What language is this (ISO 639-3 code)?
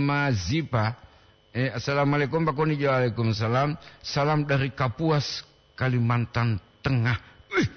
gor